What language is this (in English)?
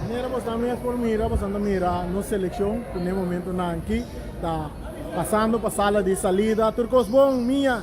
Papiamento